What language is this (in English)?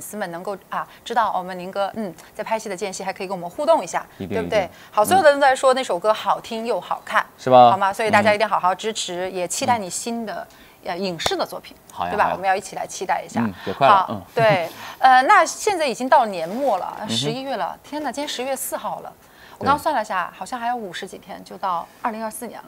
Chinese